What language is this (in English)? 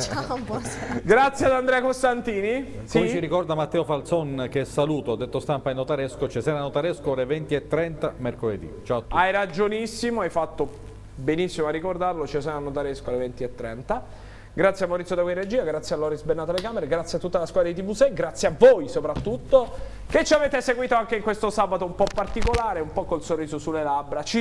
Italian